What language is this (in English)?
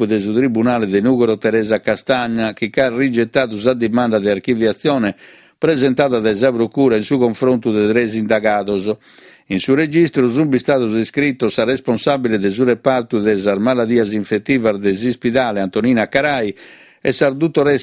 Sardinian